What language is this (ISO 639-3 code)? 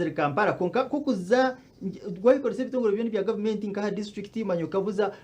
nyn